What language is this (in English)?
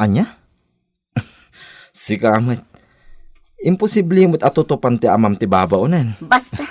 Iloko